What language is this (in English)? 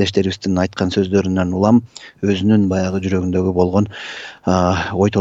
Kyrgyz